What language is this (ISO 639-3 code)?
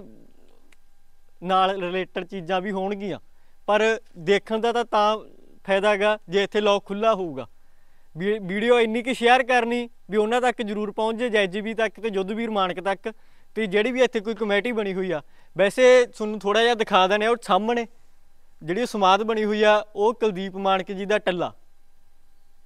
pan